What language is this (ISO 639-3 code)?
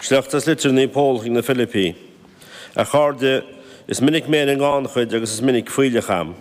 gle